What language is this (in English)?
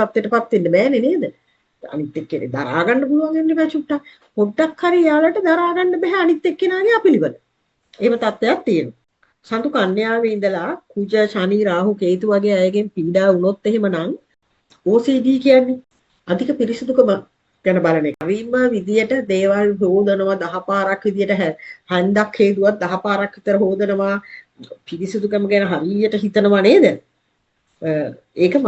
Sinhala